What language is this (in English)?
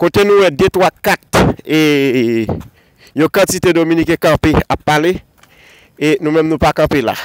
Haitian Creole